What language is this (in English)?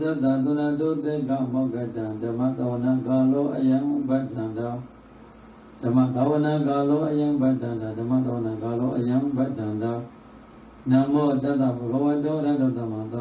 Burmese